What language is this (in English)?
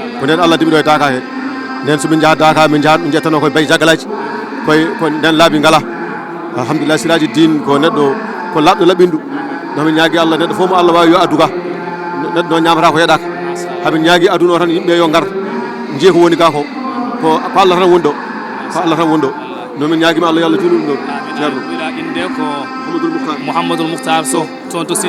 Fula